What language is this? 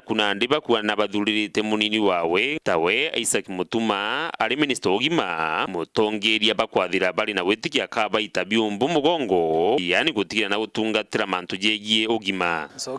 Meru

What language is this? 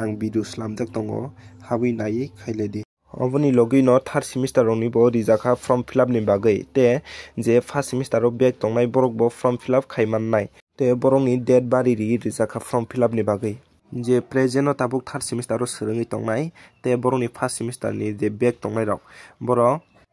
Kok Borok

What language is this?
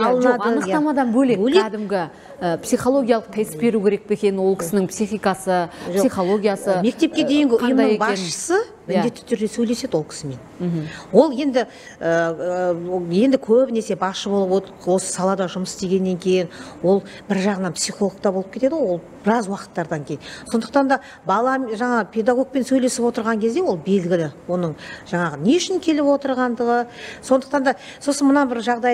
Kazakh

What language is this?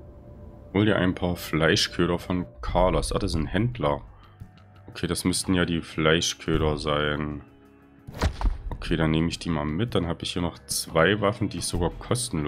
German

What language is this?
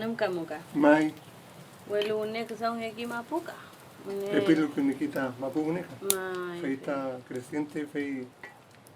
Mapuche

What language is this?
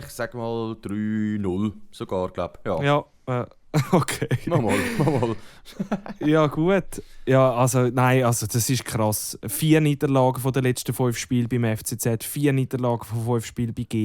Swiss German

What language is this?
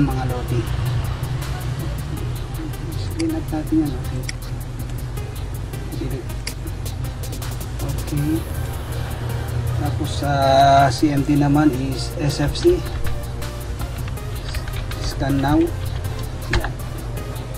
Filipino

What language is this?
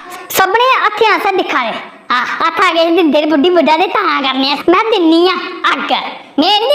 Dogri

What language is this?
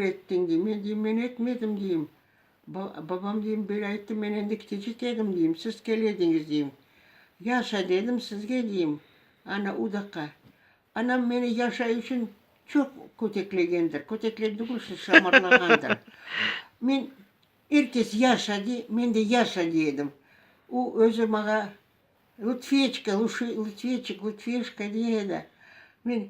Crimean Tatar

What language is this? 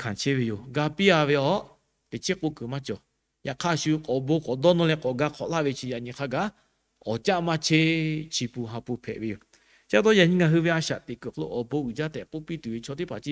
Lahu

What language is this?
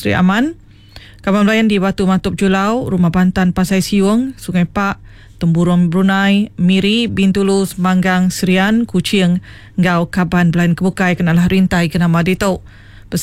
Iban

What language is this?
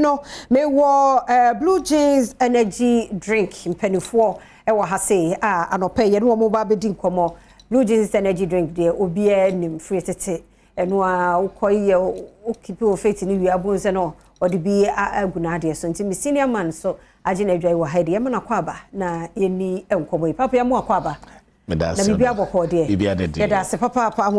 Akan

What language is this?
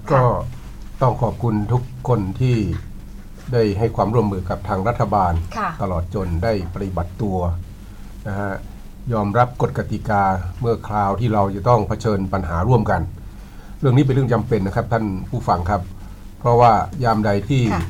Thai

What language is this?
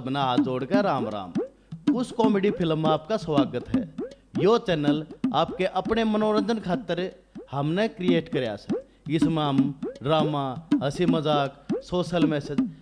Haryanvi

